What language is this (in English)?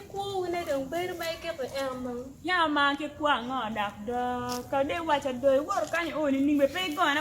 Acoli